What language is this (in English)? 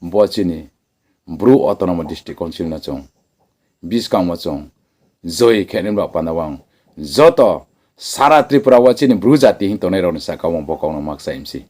Riang (India)